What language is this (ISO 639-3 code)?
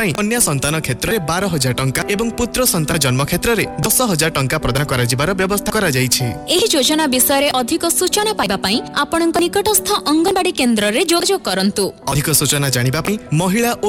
ori